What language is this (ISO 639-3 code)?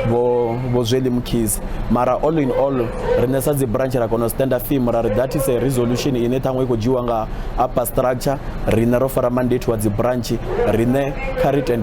ven